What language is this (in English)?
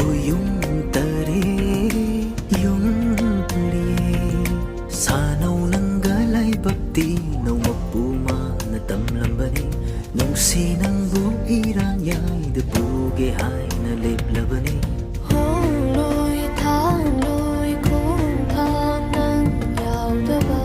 Manipuri